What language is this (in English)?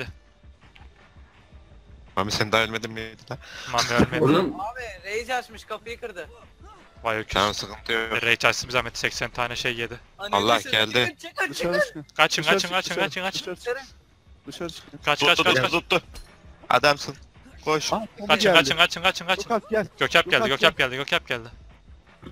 Turkish